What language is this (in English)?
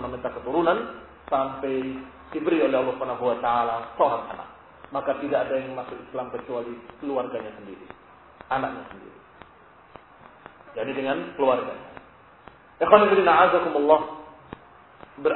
Indonesian